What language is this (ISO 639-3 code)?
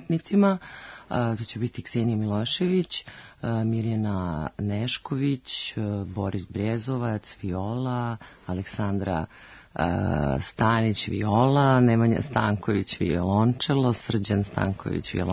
srp